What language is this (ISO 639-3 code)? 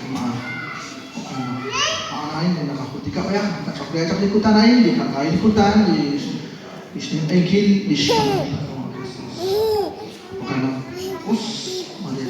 kek